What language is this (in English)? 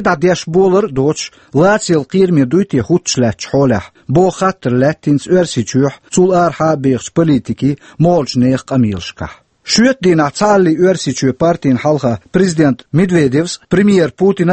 Chechen